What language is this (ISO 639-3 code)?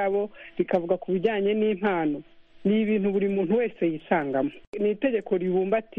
kin